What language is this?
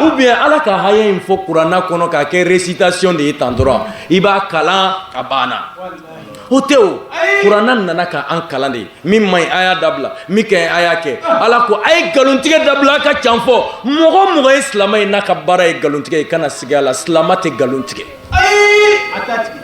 Bambara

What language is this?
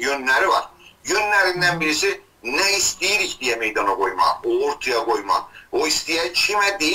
South Azerbaijani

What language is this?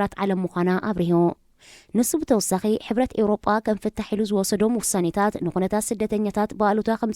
Tigrinya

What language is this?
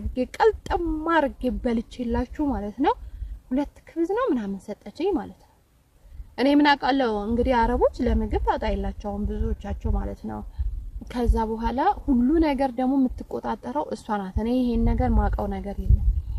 Amharic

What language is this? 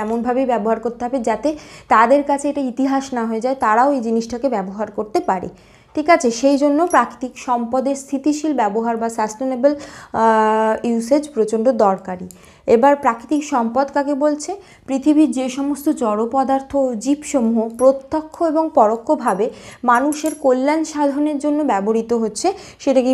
Bangla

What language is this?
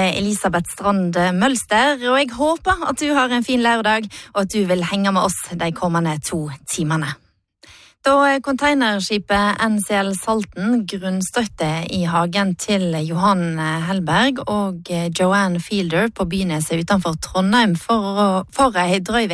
Norwegian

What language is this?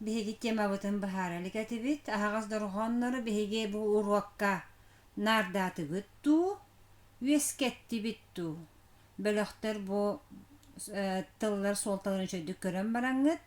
Yakut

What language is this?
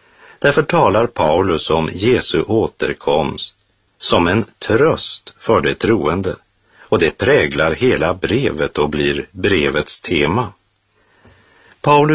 Swedish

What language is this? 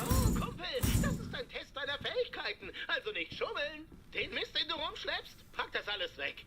Swiss German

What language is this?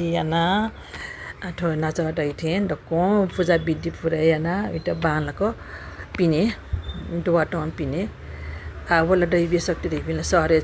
Newari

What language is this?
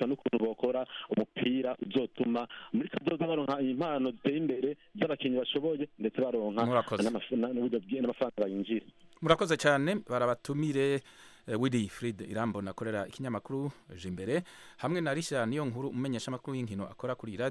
Rundi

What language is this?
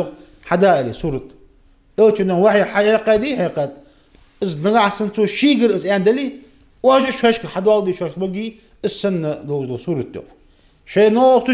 Ingush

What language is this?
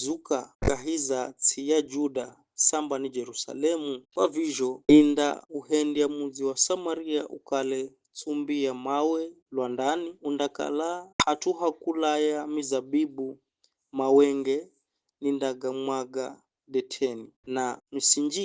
Giryama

